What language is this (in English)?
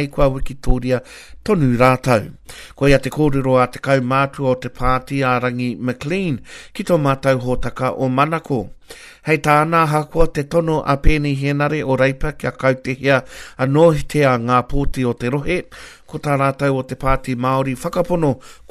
Māori